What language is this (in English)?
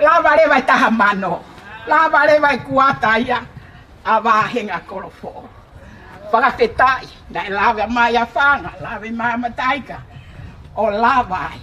Tongan